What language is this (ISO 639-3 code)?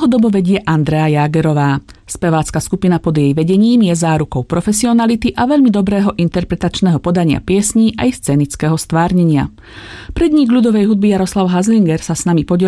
slk